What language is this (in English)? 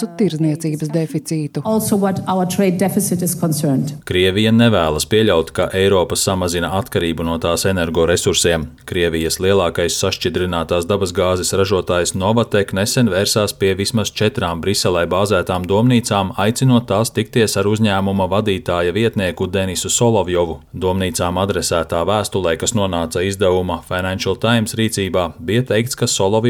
Latvian